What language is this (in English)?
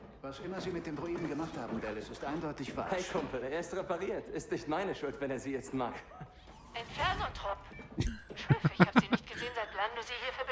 Swiss German